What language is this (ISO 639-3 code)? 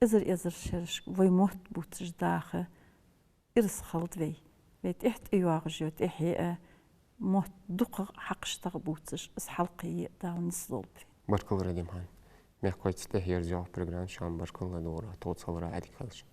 inh